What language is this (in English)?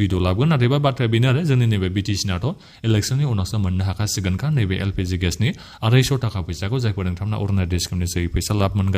Bodo